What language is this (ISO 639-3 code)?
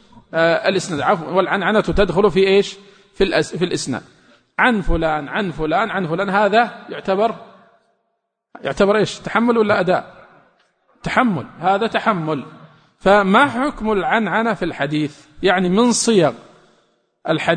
ara